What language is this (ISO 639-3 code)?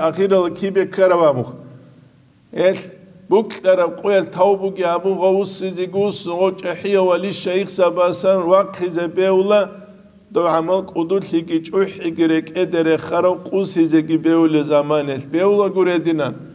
ava